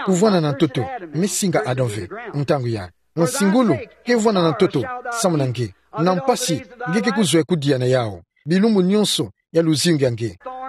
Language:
Kituba (Democratic Republic of Congo)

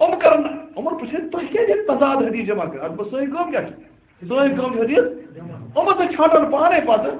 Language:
Kashmiri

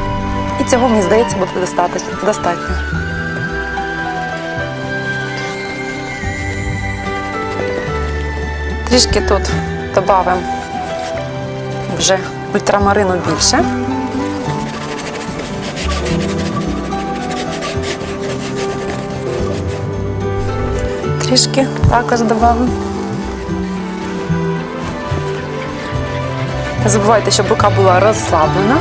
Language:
Ukrainian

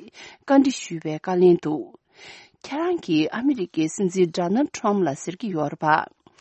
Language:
Tibetan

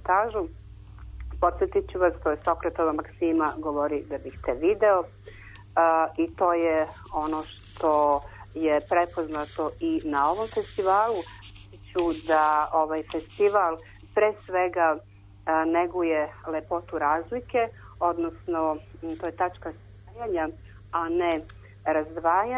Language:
Serbian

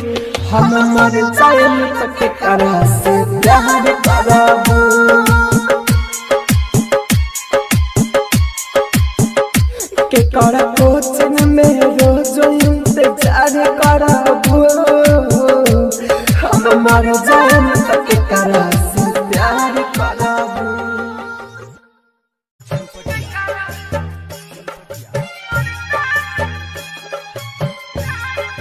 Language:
Bhojpuri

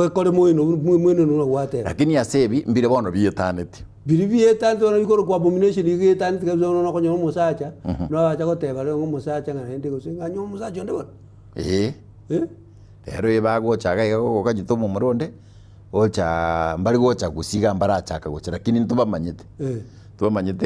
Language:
Gusii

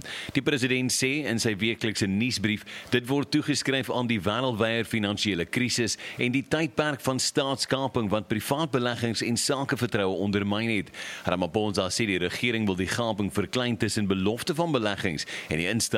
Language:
Afrikaans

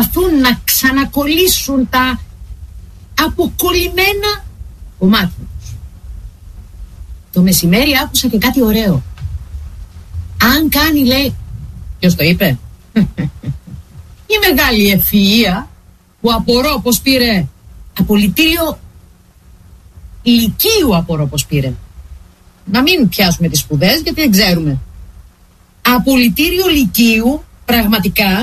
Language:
Greek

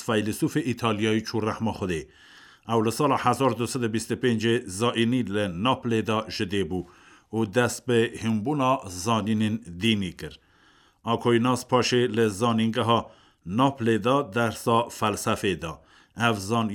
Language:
Kurdish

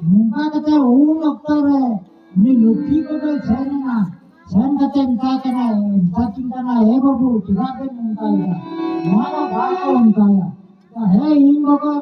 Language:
Santali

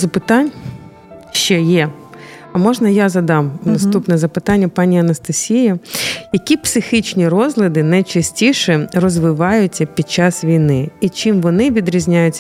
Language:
Ukrainian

